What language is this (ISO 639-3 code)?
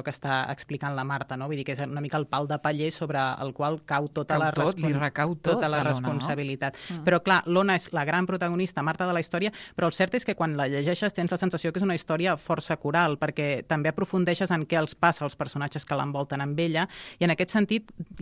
cat